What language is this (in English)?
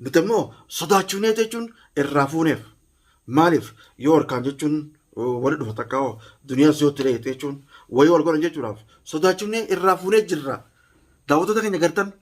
Oromo